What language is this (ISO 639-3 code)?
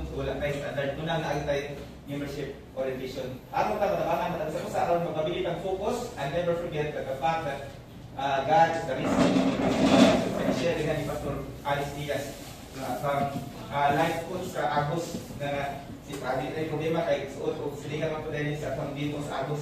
ceb